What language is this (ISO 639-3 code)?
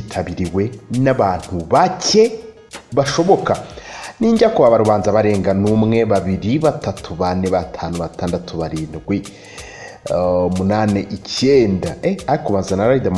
kin